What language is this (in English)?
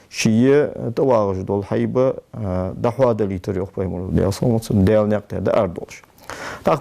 Ingush